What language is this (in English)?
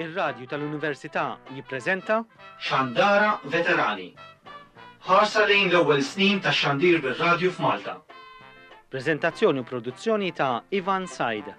Maltese